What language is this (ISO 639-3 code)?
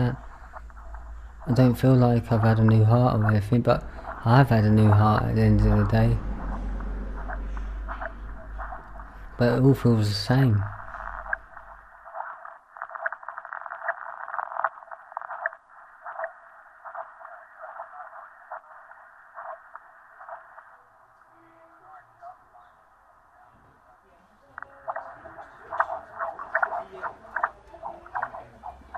eng